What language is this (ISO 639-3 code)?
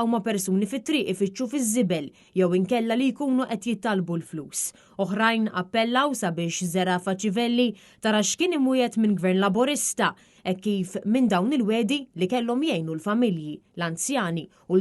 mlt